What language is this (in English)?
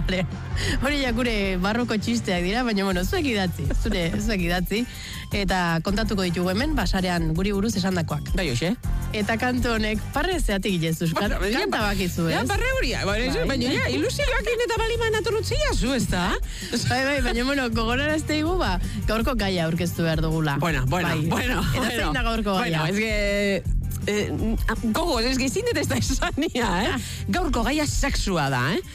Basque